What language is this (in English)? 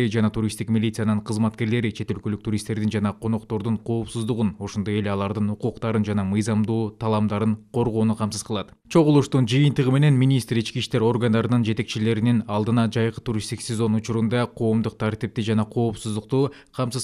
Kyrgyz